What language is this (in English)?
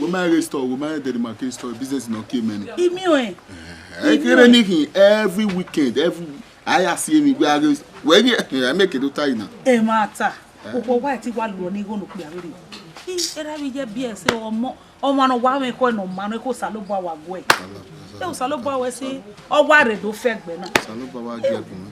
Bini